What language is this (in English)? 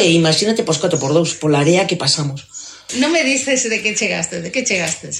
Galician